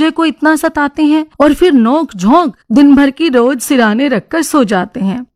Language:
Hindi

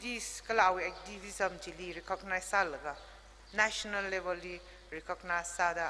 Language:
Tangkhul Naga (India)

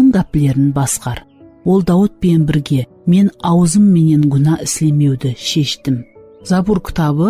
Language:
Kara-Kalpak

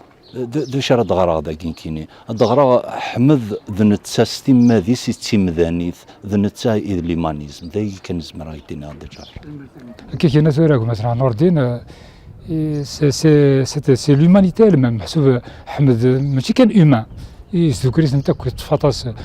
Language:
Kabyle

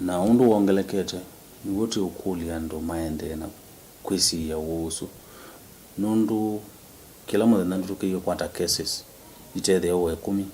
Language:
Kamba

